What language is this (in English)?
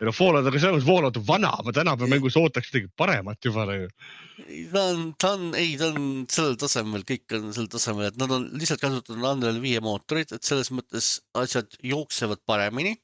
Estonian